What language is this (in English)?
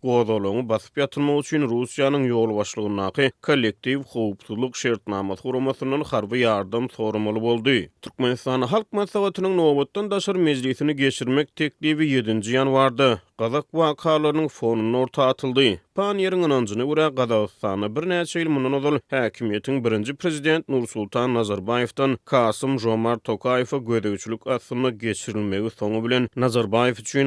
Turkmen